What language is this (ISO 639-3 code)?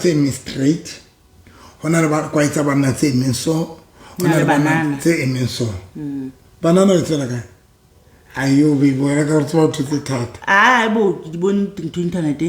sot